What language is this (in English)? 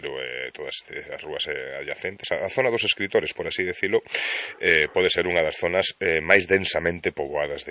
Galician